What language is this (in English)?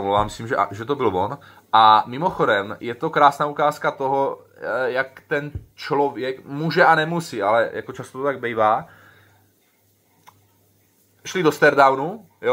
Czech